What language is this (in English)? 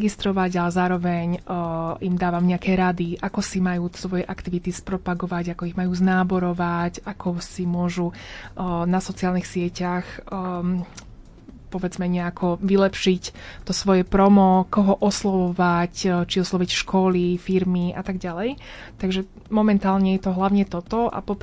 Slovak